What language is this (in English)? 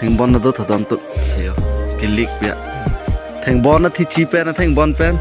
Karbi